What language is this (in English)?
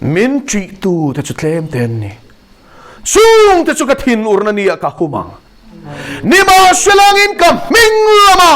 Mizo